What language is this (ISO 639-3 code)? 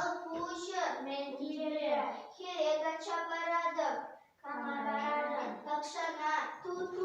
chv